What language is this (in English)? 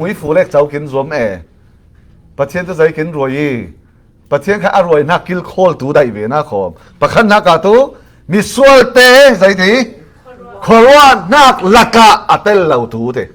Falam Chin